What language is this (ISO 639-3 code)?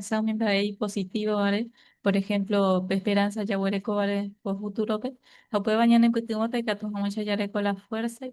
grn